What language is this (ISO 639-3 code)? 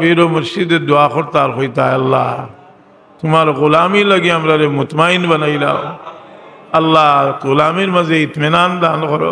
syl